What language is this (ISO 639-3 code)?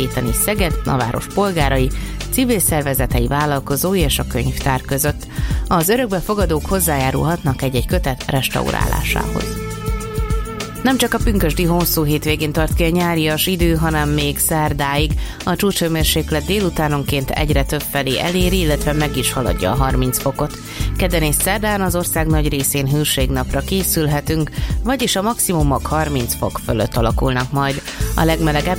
hun